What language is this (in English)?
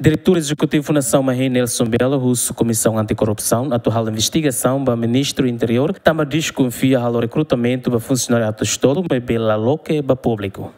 Tetum